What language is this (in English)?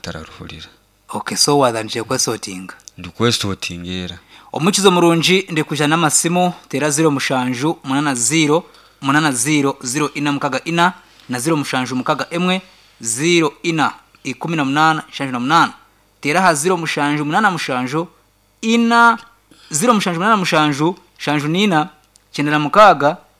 Nyankole